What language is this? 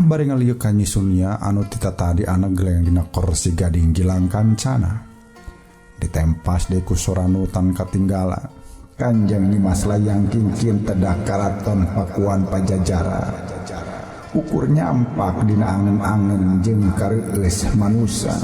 Sundanese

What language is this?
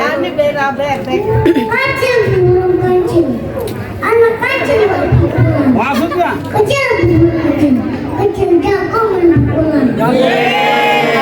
Betawi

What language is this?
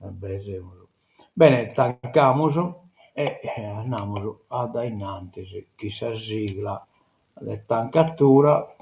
Sardinian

